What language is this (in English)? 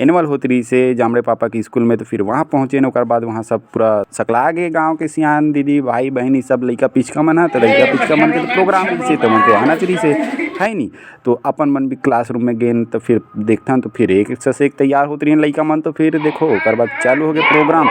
Chhattisgarhi